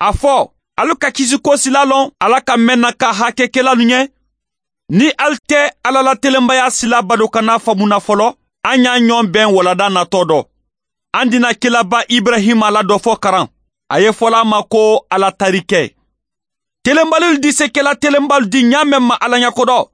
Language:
Mandingo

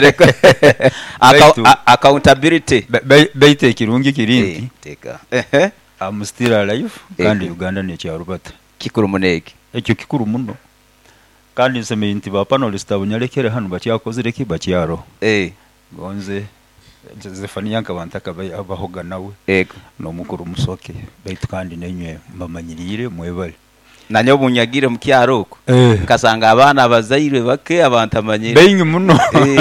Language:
Nyoro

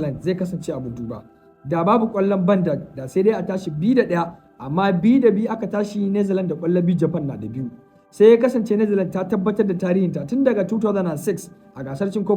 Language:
Hausa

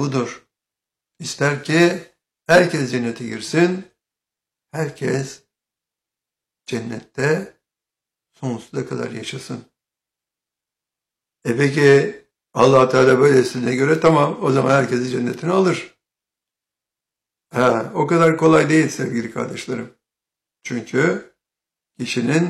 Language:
Turkish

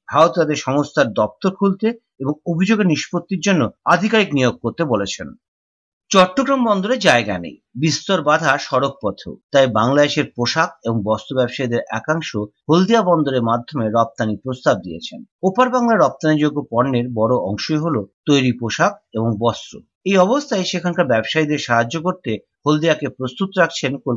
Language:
Bangla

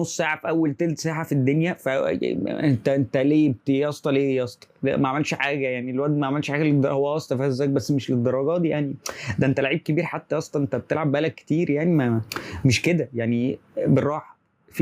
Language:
Egyptian Arabic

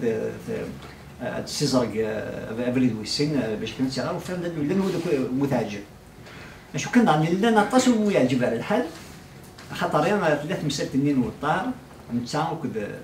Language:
Kabyle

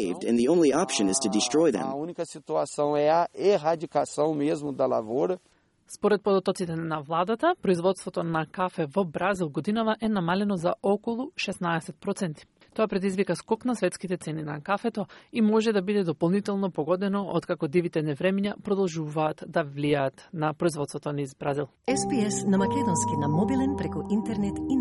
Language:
Macedonian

